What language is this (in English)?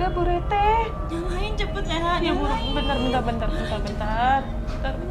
Betawi